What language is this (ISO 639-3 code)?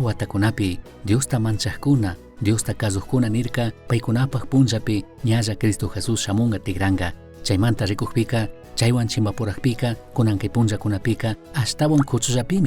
qug